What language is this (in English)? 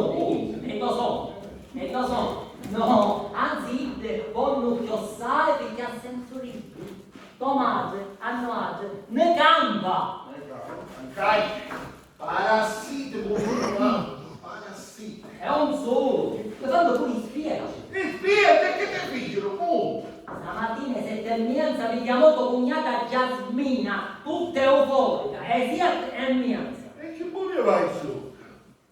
Sicilian